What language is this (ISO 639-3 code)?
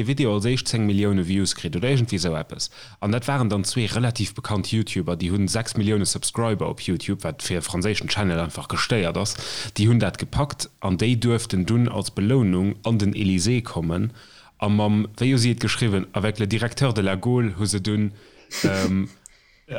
ltz